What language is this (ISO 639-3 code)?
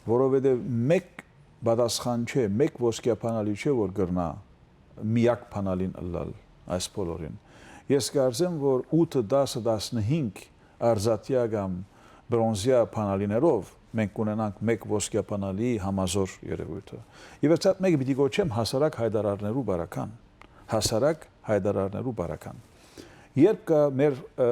hyw